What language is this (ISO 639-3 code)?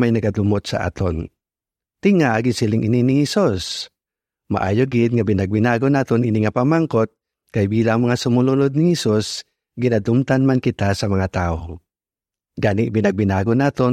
hil